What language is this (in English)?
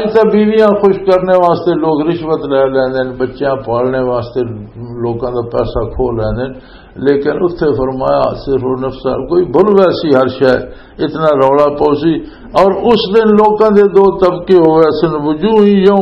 Western Panjabi